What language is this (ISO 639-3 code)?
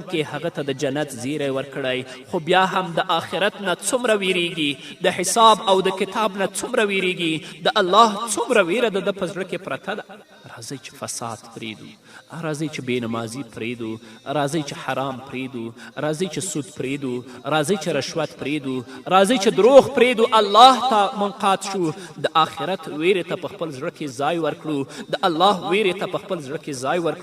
pus